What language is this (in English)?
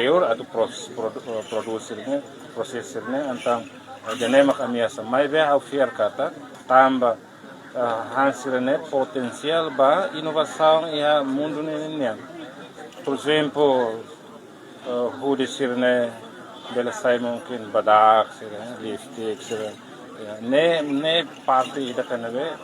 Tetum